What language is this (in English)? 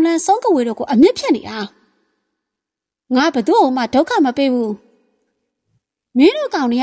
Burmese